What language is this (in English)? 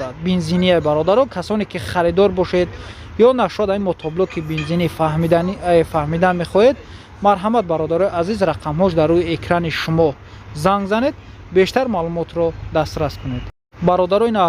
Tajik